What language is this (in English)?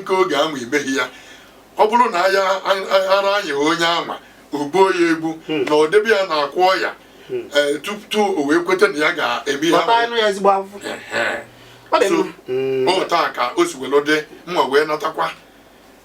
Igbo